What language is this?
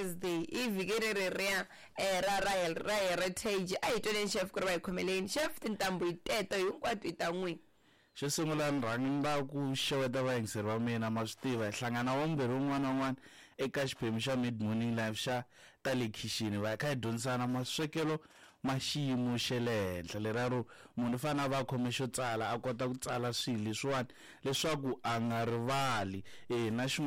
Tsonga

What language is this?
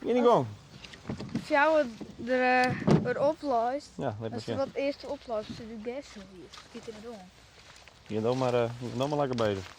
Western Frisian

